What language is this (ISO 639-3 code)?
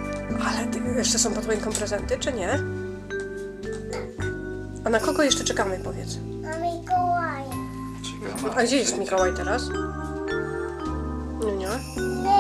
pol